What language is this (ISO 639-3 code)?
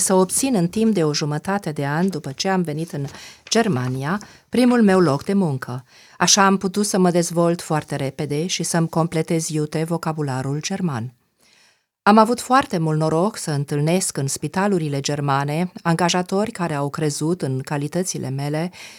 ron